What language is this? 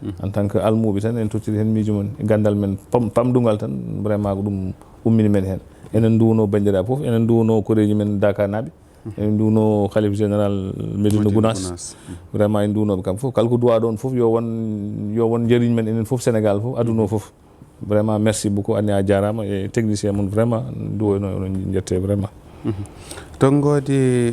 Fula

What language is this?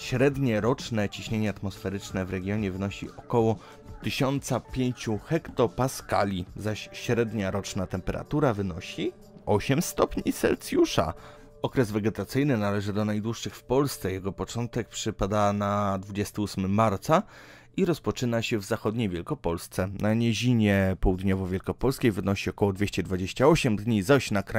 Polish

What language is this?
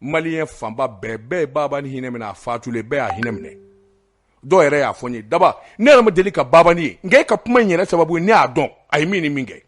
Bambara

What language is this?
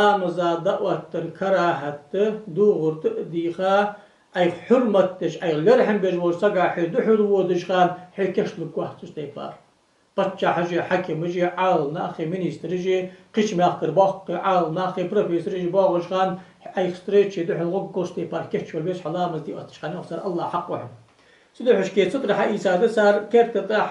Ingush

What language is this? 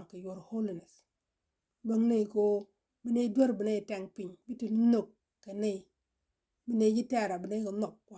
Nuer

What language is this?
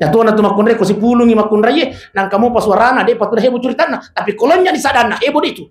Buginese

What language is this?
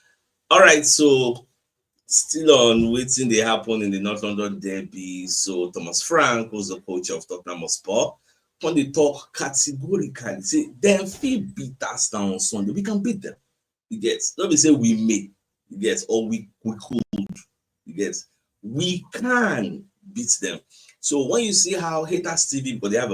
Nigerian Pidgin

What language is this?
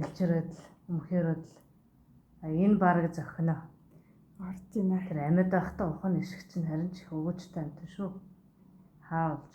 Mongolian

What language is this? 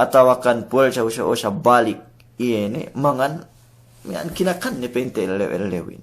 Yakan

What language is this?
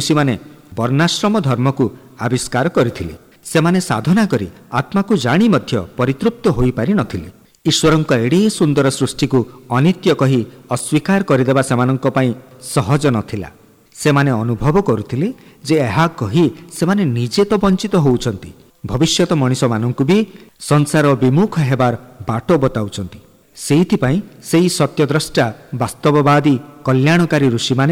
Odia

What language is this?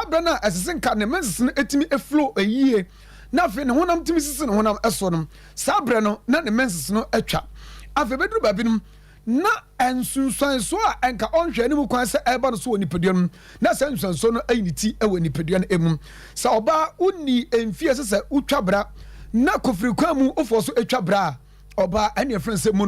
Akan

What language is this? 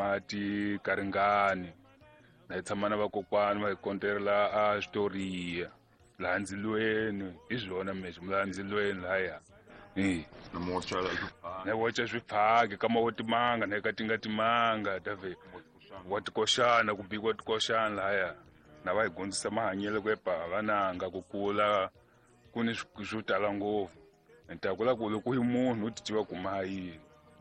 Tsonga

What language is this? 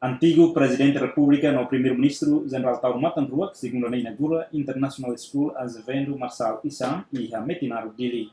Tetum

